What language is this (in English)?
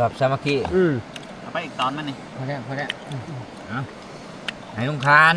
Northeastern Thai